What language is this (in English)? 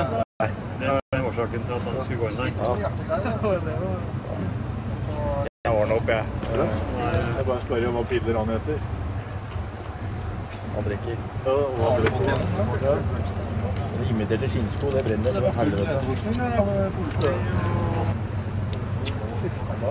Norwegian